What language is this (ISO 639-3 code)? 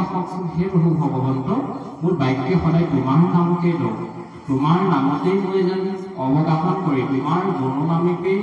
asm